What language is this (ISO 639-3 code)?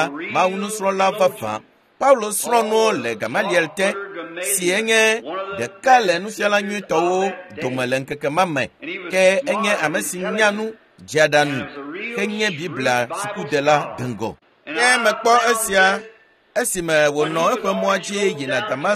ewe